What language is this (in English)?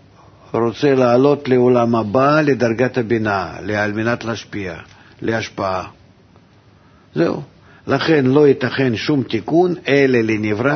Hebrew